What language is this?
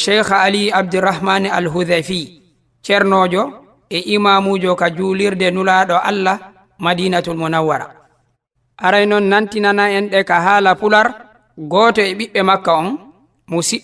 Fula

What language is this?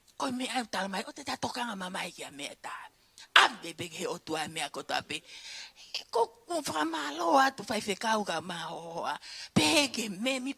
Tongan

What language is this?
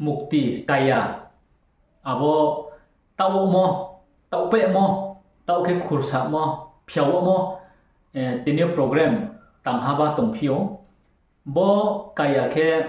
Riang (India)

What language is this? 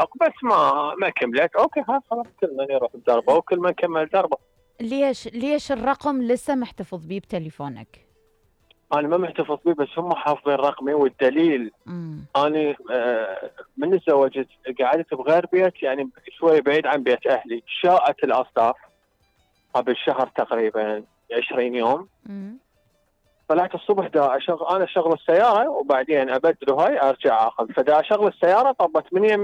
Mesopotamian Arabic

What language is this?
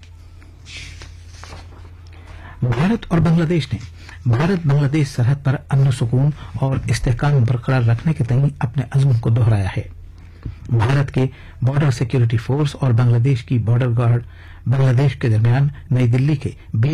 Urdu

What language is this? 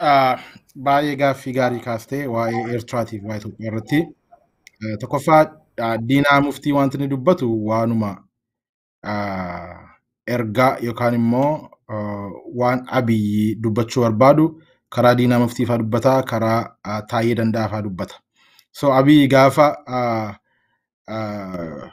Oromo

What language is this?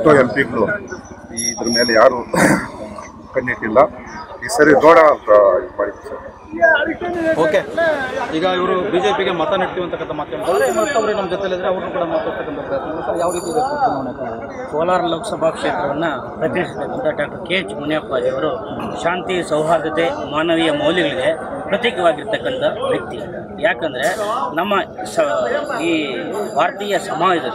Kannada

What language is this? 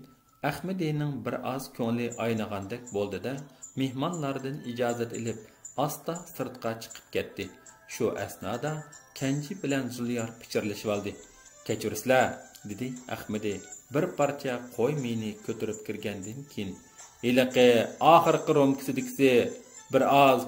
Uyghur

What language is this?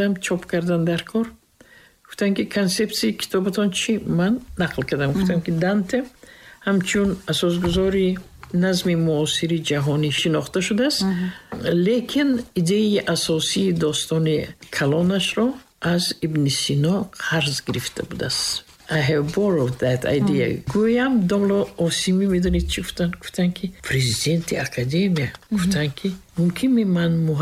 Tajik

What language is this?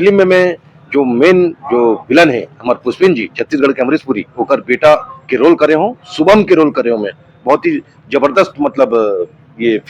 Chhattisgarhi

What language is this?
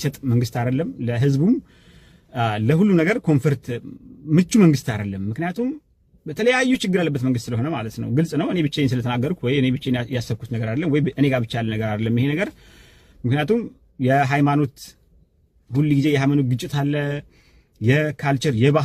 Amharic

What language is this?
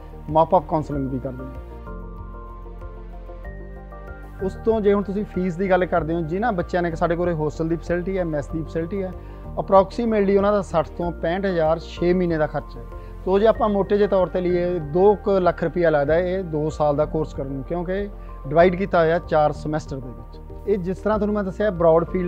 Punjabi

